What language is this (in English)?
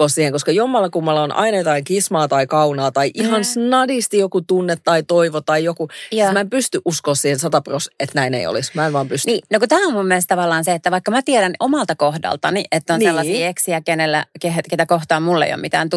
Finnish